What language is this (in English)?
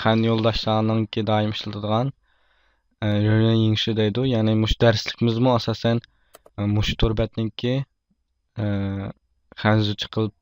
Uyghur